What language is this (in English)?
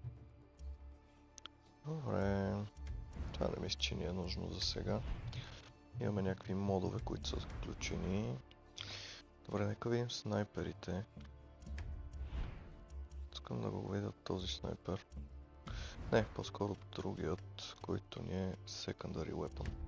Bulgarian